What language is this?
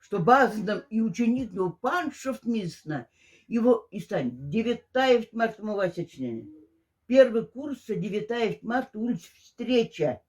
Moksha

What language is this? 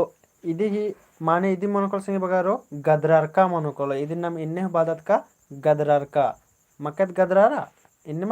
Kurukh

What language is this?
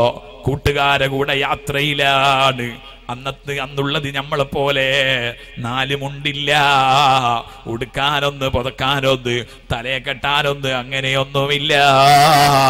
Malayalam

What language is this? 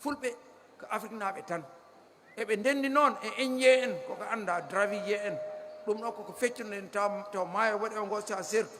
Fula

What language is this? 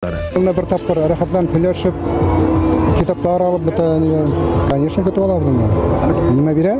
Bashkir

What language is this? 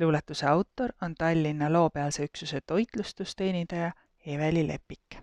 Estonian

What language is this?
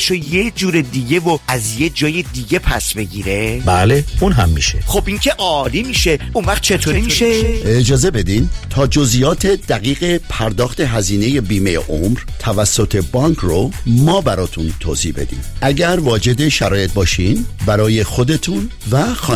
Persian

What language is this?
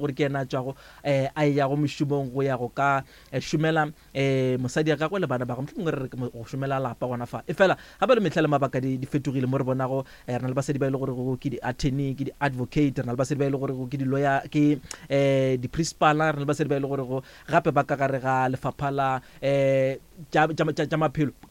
Northern Sotho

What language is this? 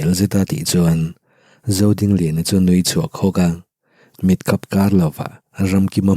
Mizo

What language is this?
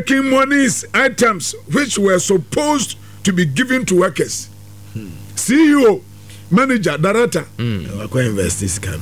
Akan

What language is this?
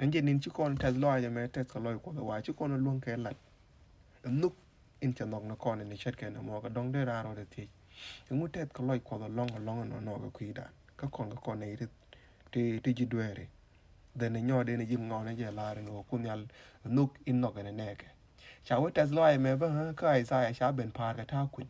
Nuer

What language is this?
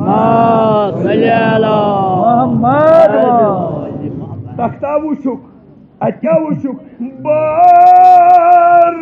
Kashmiri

